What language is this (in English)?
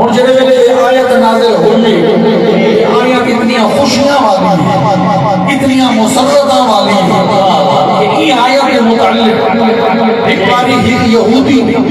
Saraiki